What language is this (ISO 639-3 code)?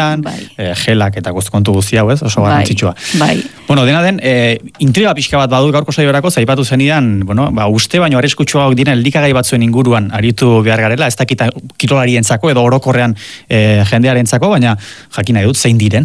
eus